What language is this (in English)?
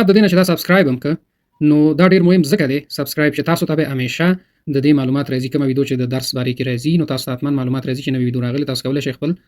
Pashto